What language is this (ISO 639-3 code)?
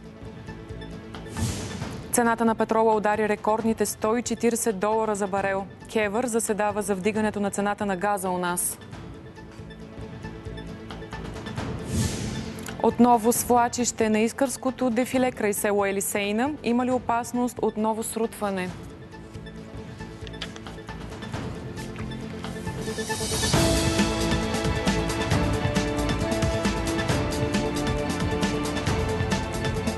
bul